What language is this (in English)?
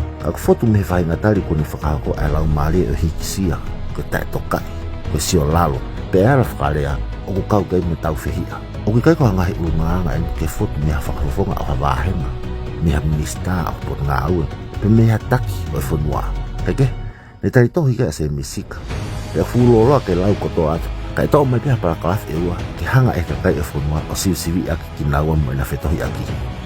Tongan